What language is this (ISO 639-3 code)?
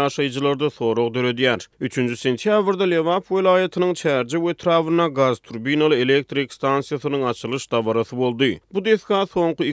tuk